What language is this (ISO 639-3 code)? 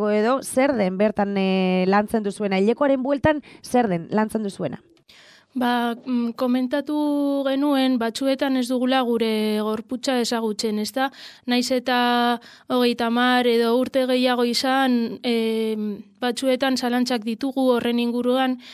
eus